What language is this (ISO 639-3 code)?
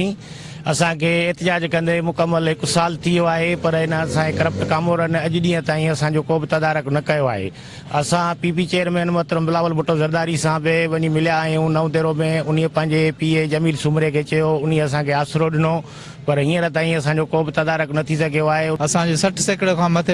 snd